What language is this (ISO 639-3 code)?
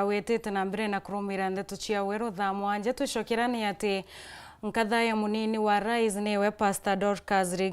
mer